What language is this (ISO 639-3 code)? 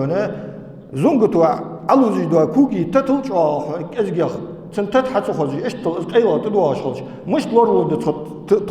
inh